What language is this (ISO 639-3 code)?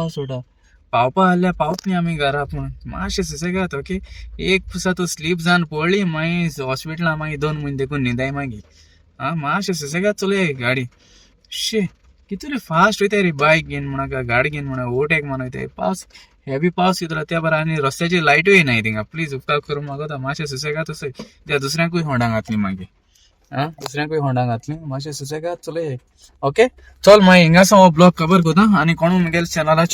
kok